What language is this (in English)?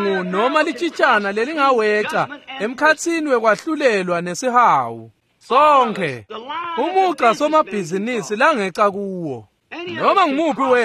Swati